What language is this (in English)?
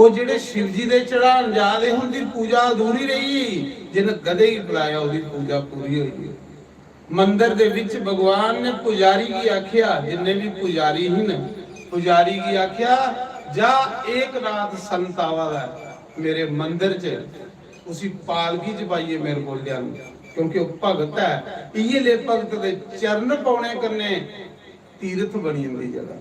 Dogri